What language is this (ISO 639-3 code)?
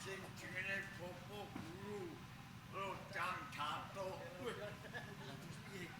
jav